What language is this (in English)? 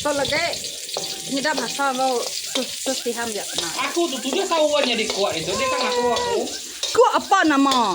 Iban